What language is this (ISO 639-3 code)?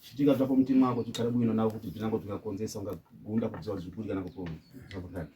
sna